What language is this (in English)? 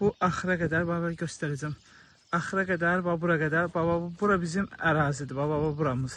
Azerbaijani